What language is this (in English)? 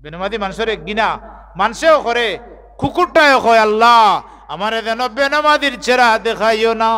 Sylheti